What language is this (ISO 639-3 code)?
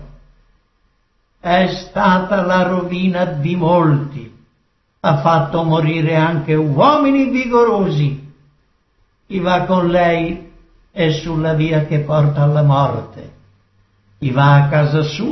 ita